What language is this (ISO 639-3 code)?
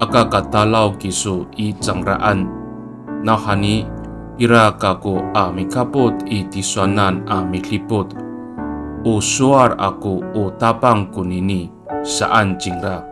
ami